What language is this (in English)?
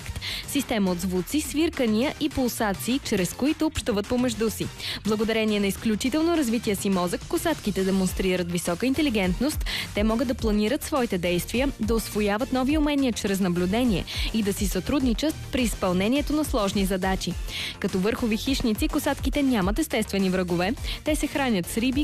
Bulgarian